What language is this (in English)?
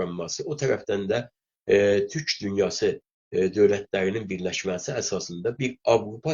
South Azerbaijani